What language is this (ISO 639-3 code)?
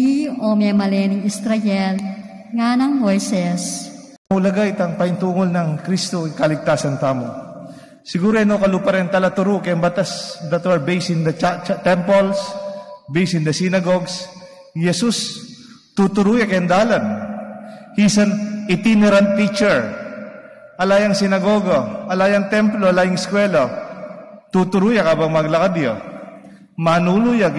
pam